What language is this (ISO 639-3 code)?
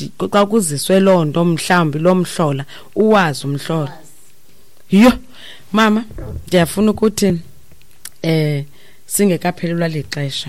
xho